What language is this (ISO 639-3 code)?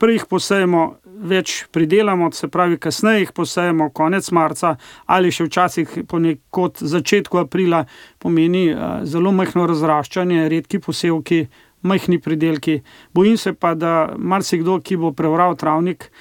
slv